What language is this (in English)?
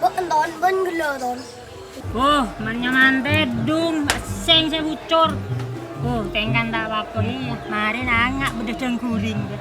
Madurese